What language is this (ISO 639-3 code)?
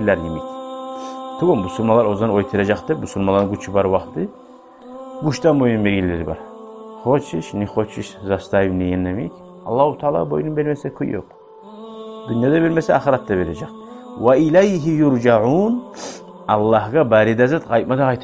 kum